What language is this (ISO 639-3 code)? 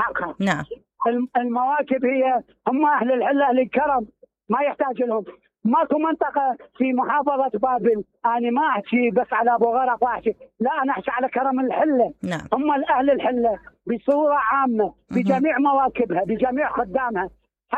acm